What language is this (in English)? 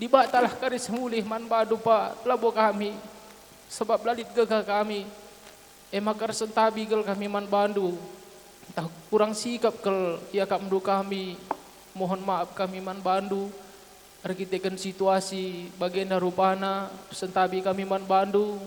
Batak Karo